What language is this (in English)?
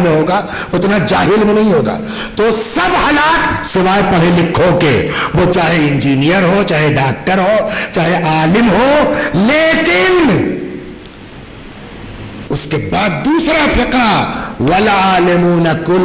Urdu